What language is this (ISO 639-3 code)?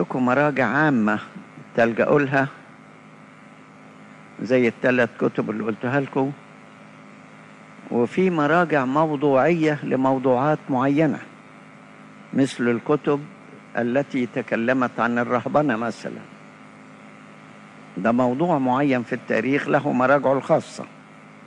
arz